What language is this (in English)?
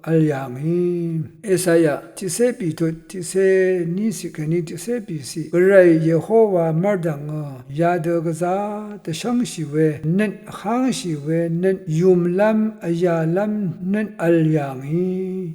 Rawang